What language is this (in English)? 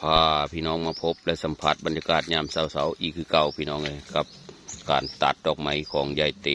Northeastern Thai